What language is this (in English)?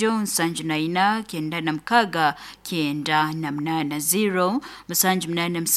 Nyoro